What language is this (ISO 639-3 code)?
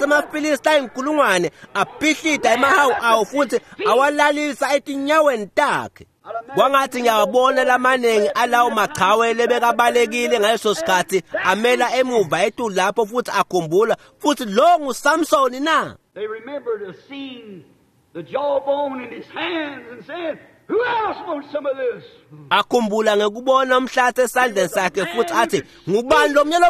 ssw